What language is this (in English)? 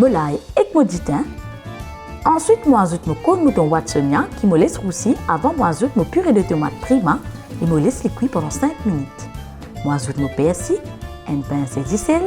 Morisyen